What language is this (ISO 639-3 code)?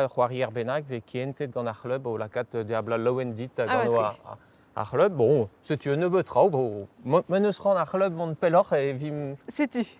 bre